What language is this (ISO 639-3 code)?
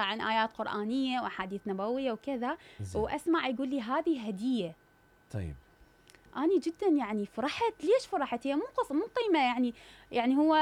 acm